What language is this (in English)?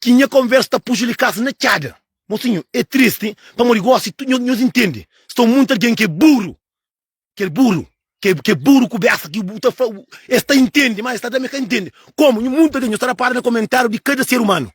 Kabuverdianu